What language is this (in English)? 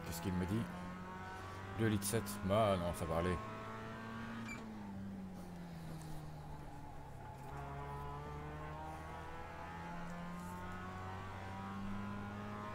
French